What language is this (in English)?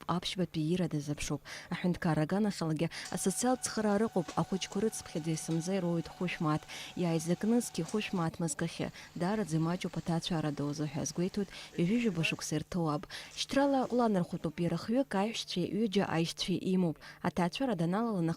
Abkhazian